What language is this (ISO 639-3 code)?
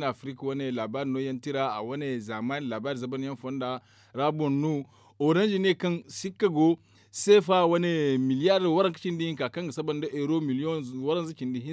dje